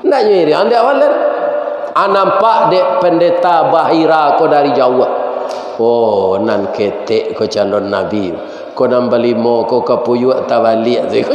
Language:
Minangkabau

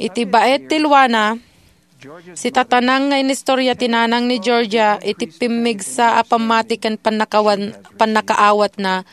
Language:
Iloko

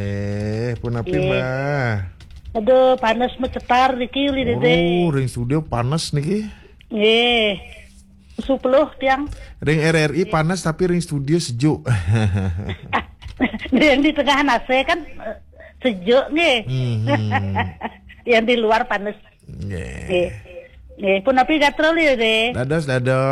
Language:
Balinese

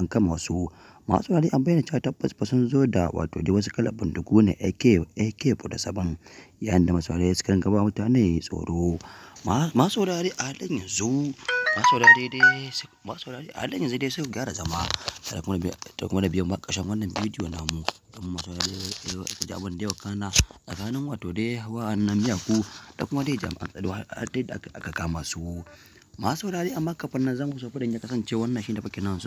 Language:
Hausa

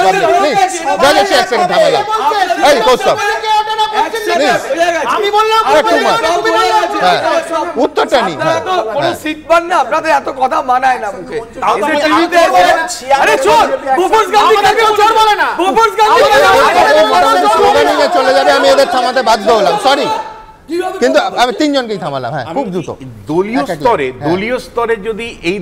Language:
Bangla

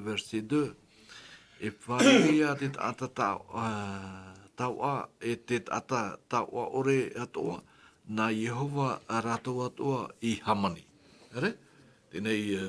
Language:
Tahitian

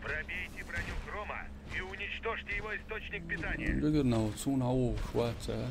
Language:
Chechen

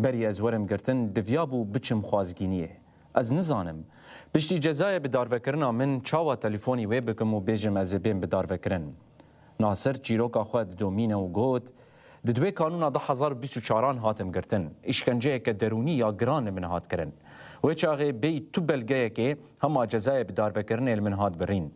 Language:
Kurdish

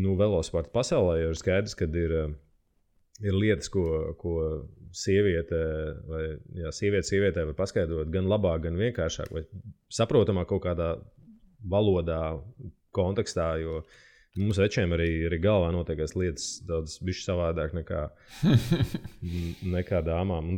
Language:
Latvian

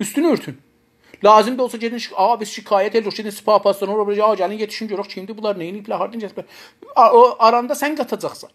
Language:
South Azerbaijani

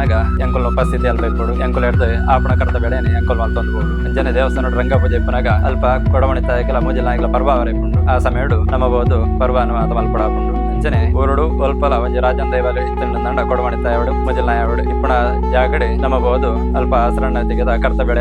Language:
Tulu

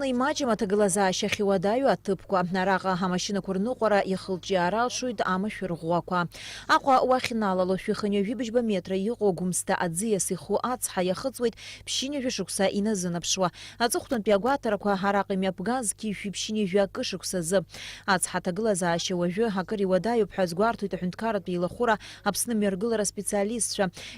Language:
Abkhazian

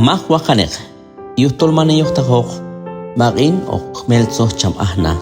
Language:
Q'anjob'al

